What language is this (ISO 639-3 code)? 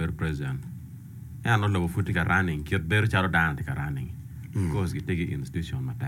ach